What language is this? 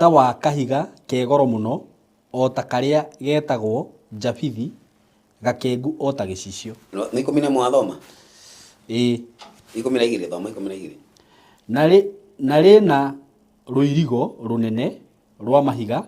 Kikuyu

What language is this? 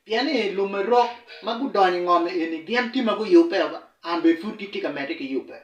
Acoli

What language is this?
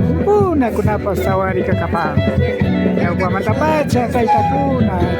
Imbabura Highland Quichua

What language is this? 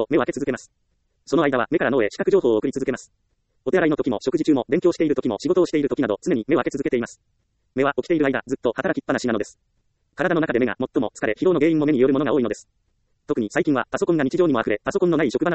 Japanese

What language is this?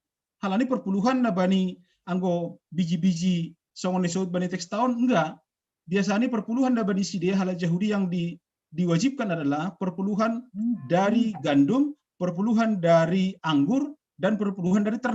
Batak Simalungun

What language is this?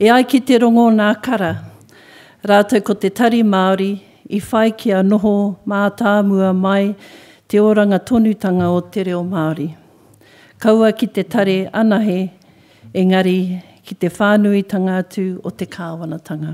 Māori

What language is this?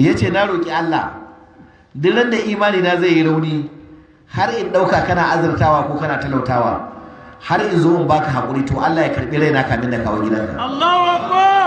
Hausa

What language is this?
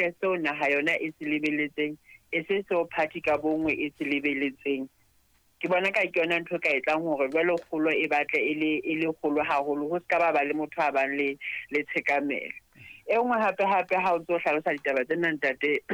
Southern Sotho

